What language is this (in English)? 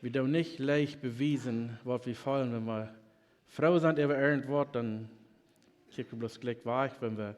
Plautdietsch